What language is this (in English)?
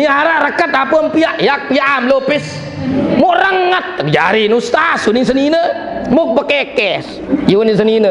Sasak